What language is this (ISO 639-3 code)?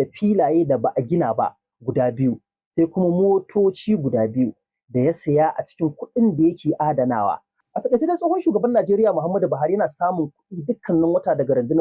hau